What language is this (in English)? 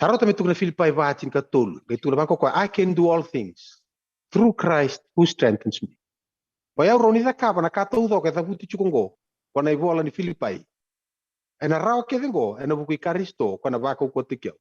Fijian